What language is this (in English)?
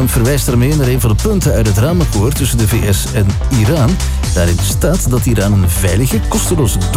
Dutch